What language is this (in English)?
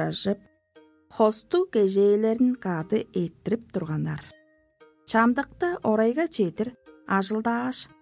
Tuvinian